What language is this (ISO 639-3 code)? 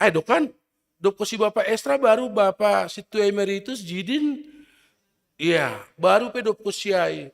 bts